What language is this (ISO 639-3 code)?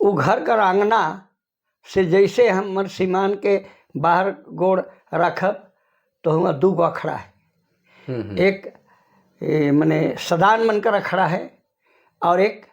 sck